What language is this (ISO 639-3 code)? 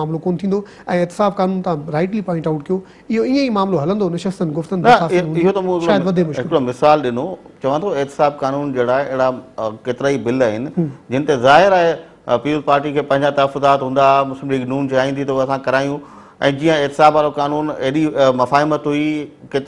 snd